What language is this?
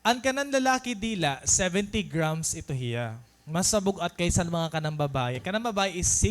Waray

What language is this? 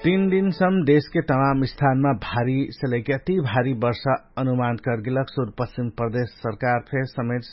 Dangaura Tharu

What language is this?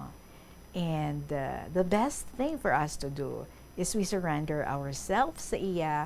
Hiligaynon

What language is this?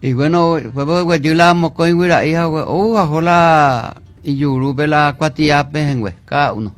Guarani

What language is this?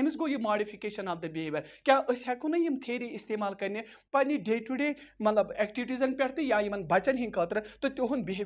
Kashmiri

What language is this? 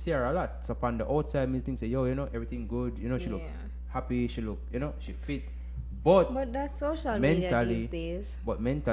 Jamaican Creole English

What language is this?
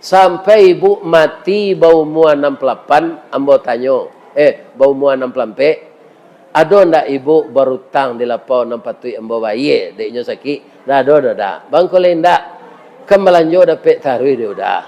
Minangkabau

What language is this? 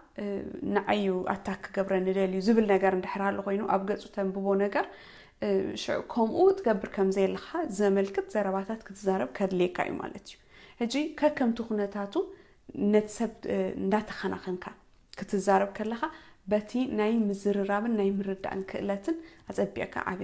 Tigrinya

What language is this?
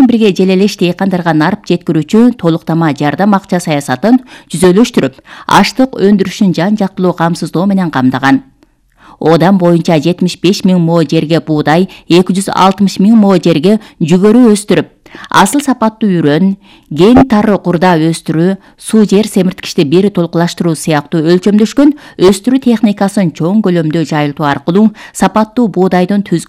Kyrgyz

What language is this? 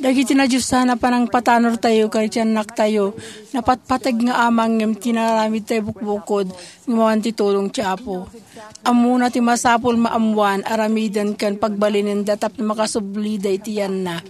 Iloko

